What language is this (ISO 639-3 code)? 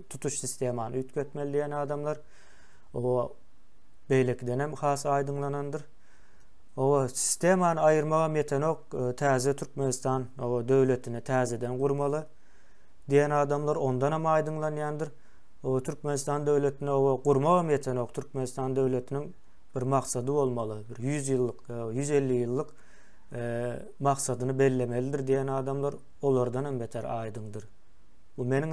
tuk